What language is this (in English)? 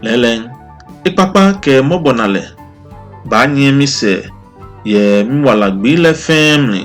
Ga